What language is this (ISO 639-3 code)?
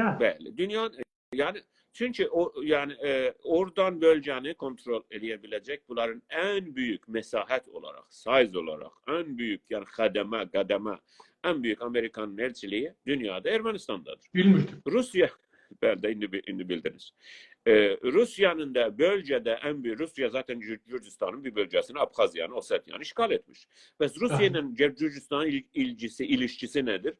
azb